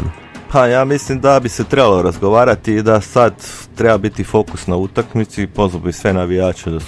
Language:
Croatian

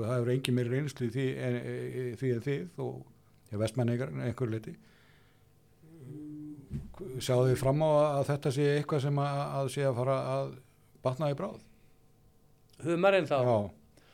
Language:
Icelandic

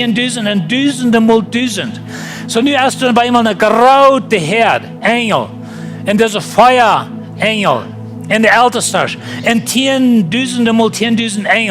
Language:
Plautdietsch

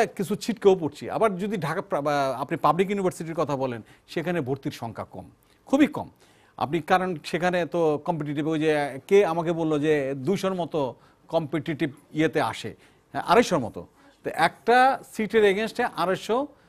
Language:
Bangla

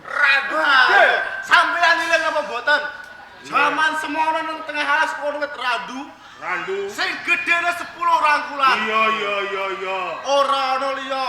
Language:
Javanese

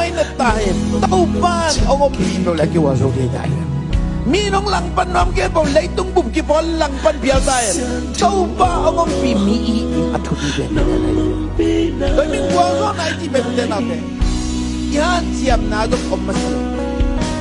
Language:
Tedim Chin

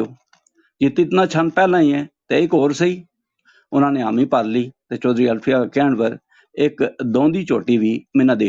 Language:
Gujari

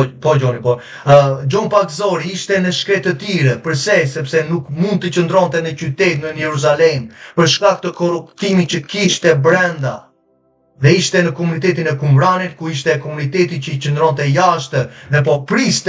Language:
Albanian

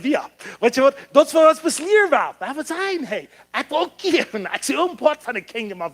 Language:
Plautdietsch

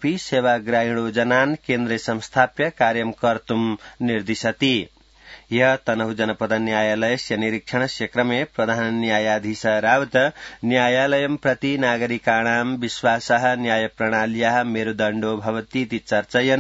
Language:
Sanskrit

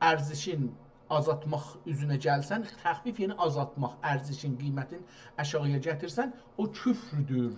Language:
South Azerbaijani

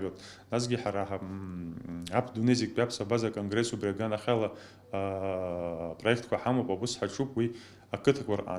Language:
Abkhazian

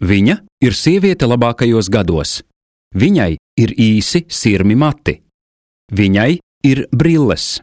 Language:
Latvian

